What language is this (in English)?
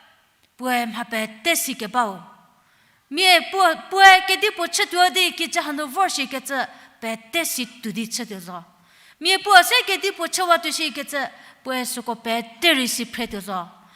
Angami Naga